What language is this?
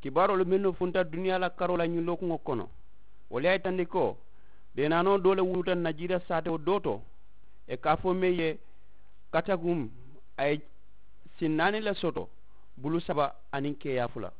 Mandingo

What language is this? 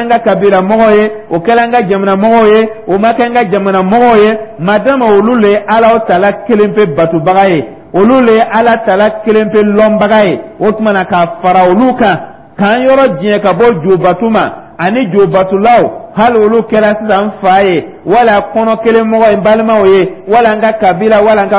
Dyula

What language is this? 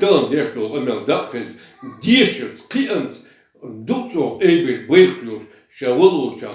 Chechen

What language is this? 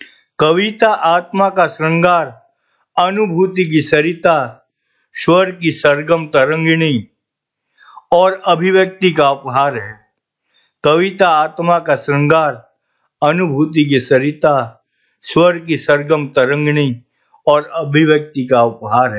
Hindi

